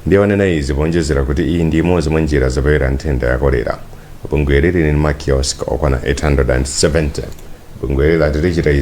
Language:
Nyanja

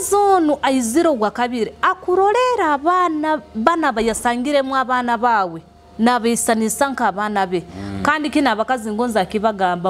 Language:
Nyoro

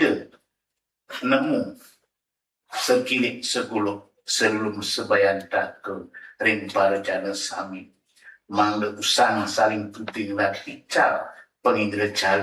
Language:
Balinese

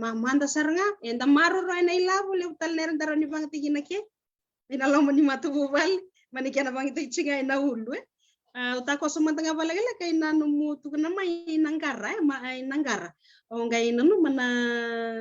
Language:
Fijian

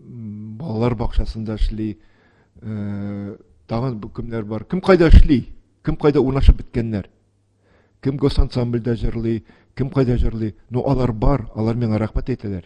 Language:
Tatar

